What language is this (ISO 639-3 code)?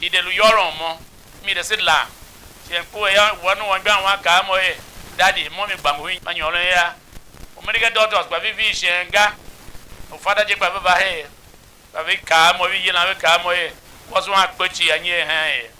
tiv